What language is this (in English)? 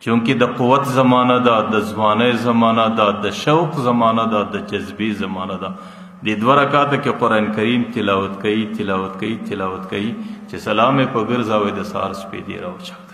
Pashto